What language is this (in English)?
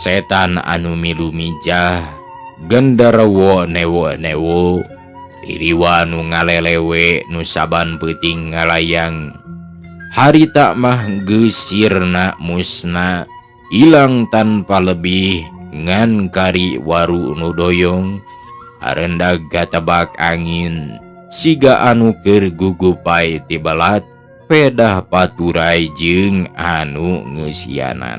Sundanese